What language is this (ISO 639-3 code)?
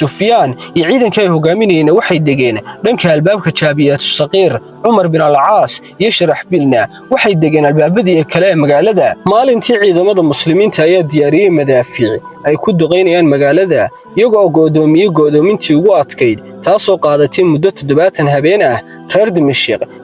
som